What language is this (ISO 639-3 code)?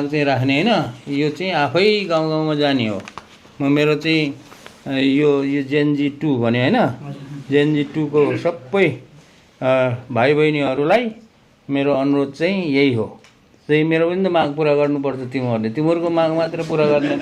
nep